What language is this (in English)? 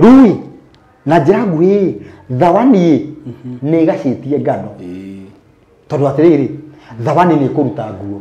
Kikuyu